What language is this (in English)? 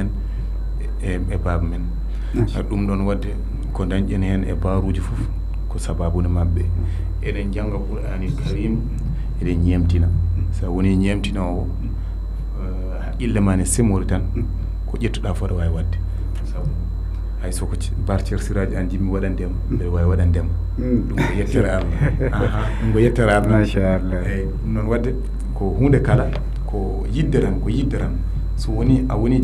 Fula